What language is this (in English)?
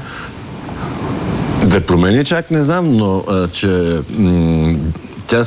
Bulgarian